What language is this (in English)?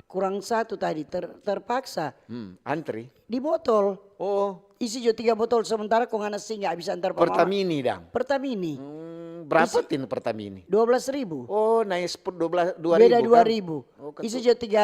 Manado Malay